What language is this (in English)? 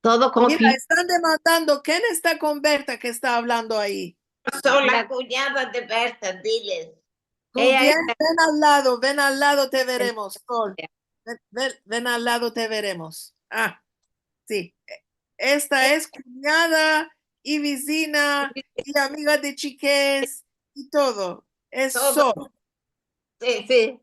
Ladino